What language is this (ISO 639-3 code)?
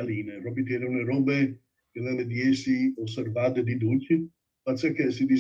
fur